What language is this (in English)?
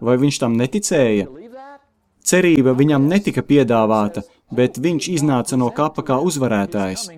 Latvian